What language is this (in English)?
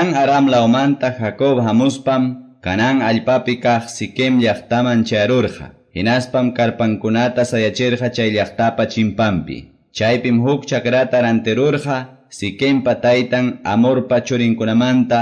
Quechua